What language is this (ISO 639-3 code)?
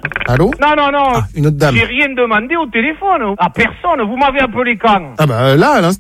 fra